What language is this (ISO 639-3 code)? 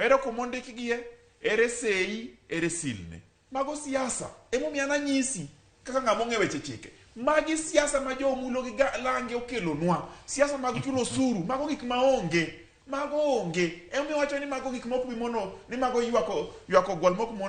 luo